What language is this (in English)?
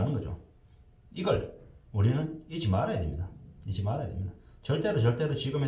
Korean